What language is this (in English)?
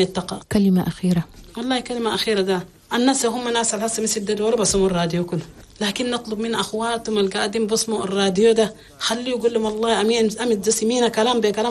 Chadian Arabic